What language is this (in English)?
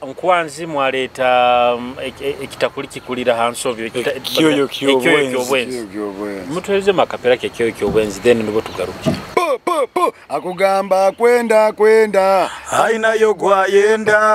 Nyoro